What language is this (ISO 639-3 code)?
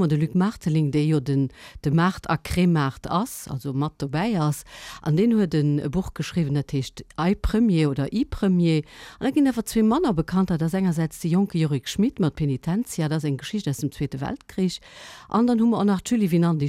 ltz